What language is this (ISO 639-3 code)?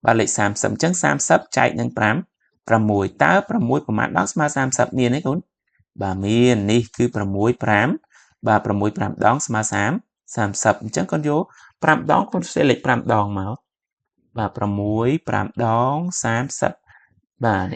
khm